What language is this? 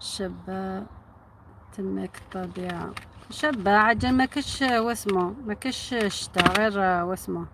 Algerian Arabic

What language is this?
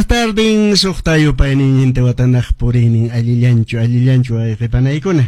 Quechua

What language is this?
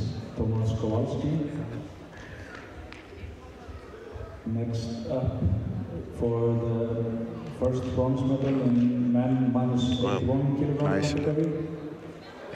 Icelandic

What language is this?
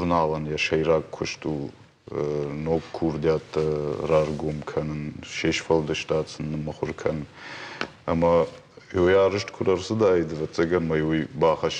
Ossetic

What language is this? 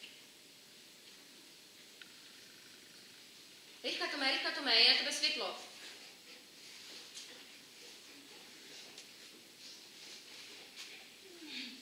Czech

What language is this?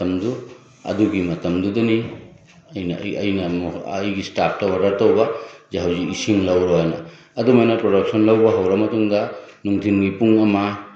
Manipuri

